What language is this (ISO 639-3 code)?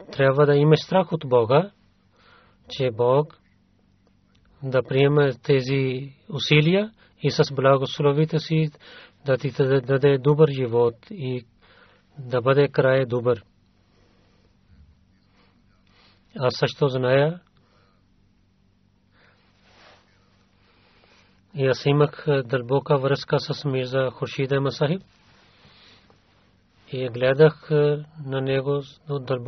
bul